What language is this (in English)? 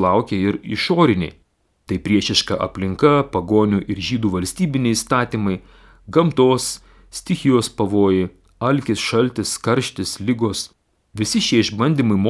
Lithuanian